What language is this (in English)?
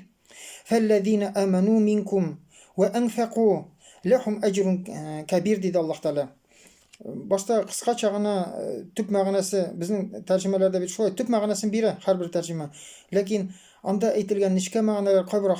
Tatar